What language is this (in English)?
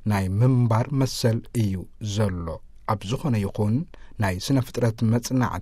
Tigrinya